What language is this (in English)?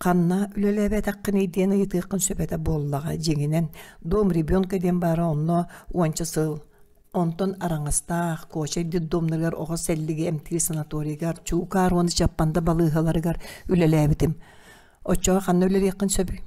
Yakut